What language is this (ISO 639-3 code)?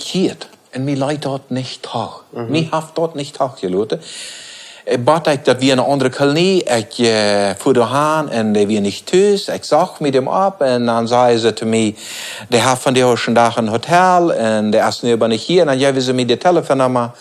pdt